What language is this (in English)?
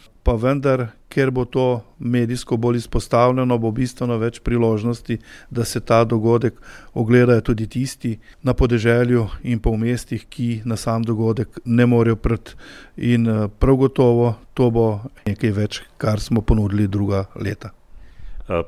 Slovenian